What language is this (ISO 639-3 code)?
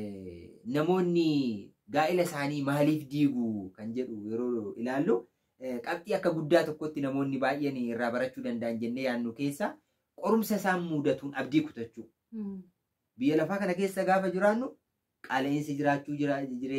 orm